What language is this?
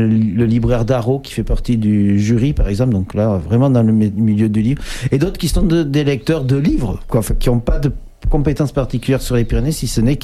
French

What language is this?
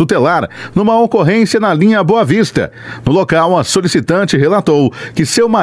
Portuguese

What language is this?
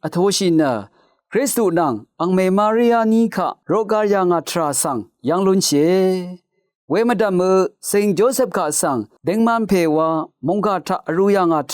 Rawang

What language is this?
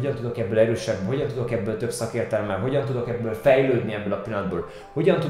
Hungarian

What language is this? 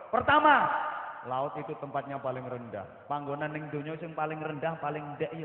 Javanese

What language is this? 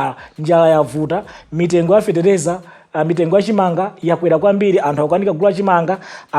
Nyanja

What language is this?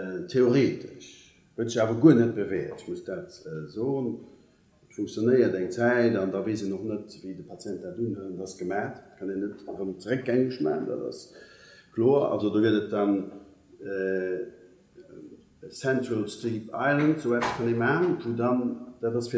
Luxembourgish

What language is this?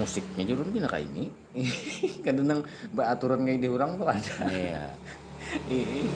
Banjar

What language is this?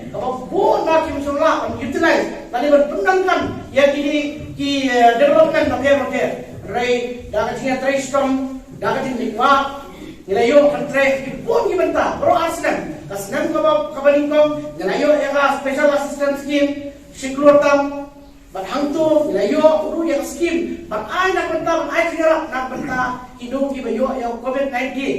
Khasi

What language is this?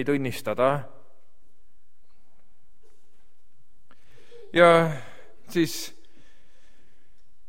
Estonian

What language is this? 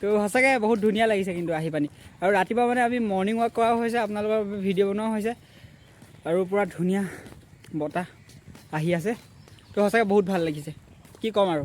Assamese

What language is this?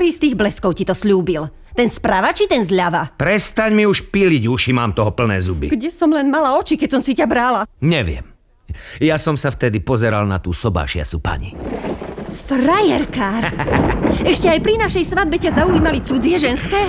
Slovak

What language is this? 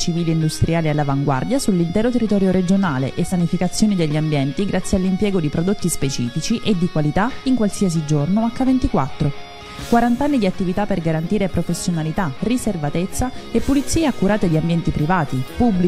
Italian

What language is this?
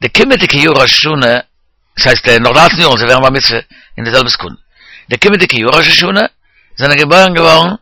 Yiddish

